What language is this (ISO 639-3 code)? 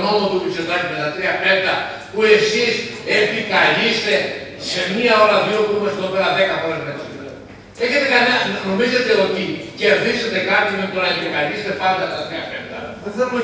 ell